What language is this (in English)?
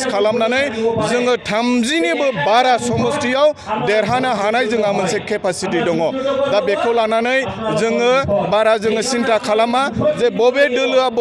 Bodo